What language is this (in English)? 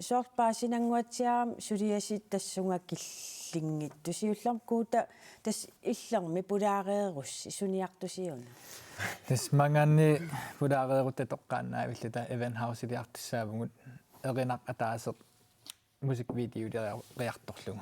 Kalaallisut